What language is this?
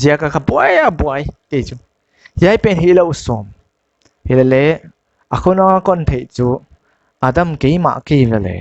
Paite Chin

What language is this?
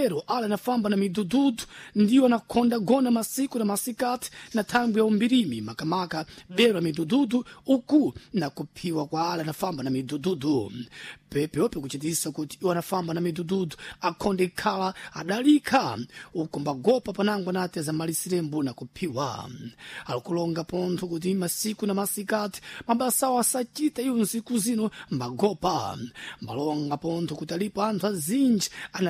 Sena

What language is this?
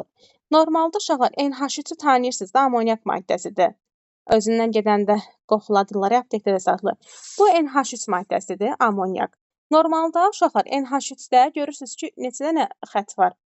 Azerbaijani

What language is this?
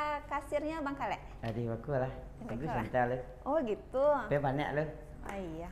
Minangkabau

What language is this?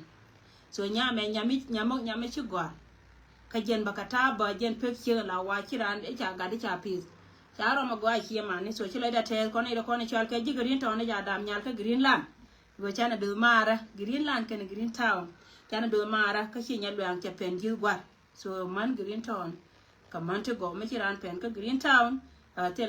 Nuer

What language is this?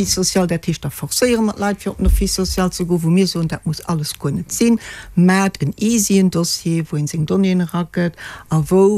Luxembourgish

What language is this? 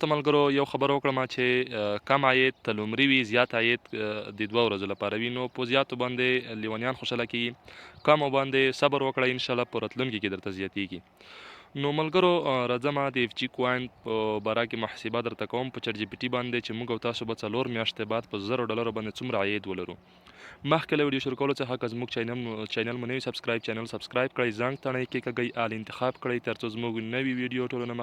Pashto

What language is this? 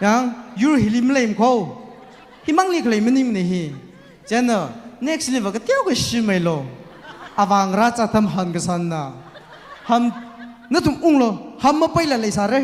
Tangkhul Naga (India)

